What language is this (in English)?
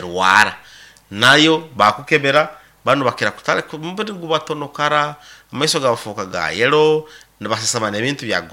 Nyoro